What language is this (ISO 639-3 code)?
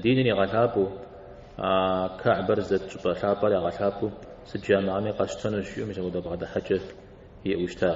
kbd